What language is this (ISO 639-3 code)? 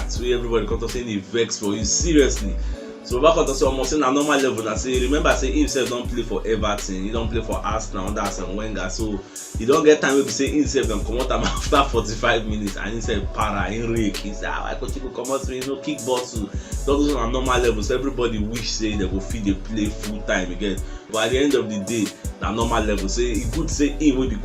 pcm